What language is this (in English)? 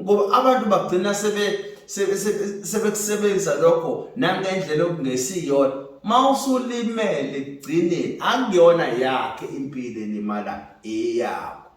Zulu